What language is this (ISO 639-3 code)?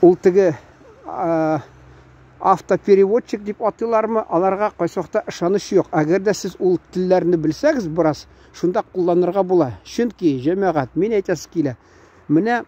tat